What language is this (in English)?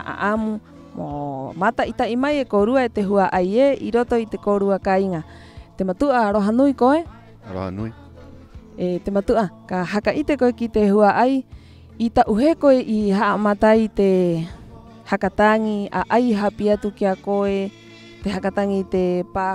Rapanui